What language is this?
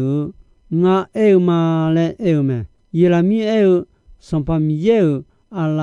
Akha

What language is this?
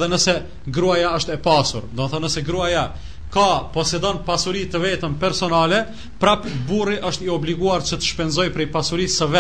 Albanian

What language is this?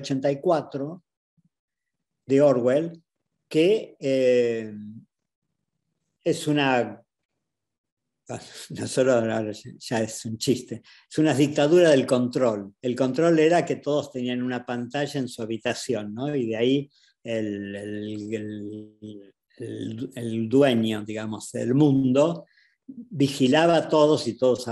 Spanish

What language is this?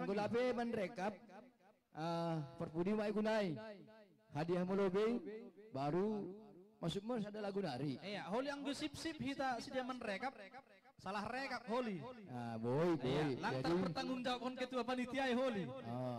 Batak Simalungun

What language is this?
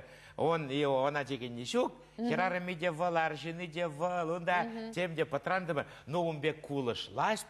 Chuvash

